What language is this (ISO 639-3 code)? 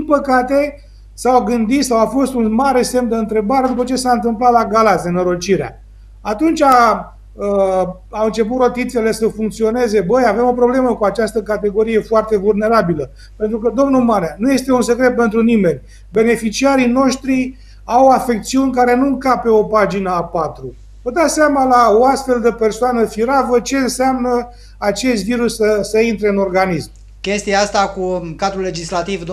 ron